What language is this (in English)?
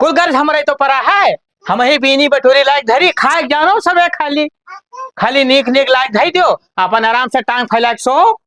Awadhi